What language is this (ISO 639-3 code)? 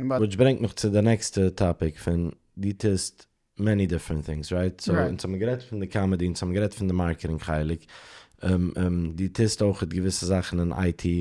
yid